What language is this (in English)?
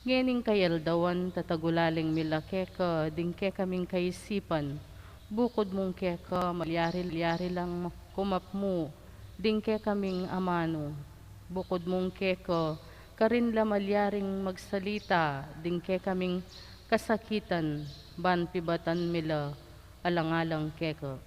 Pampanga